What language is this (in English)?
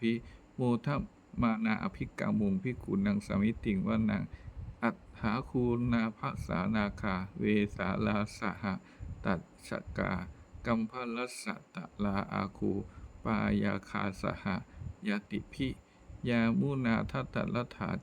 Pali